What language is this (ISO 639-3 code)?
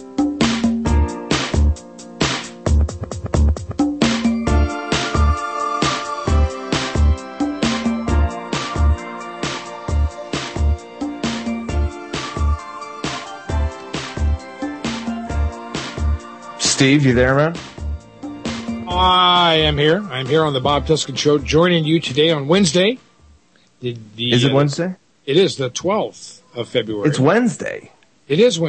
eng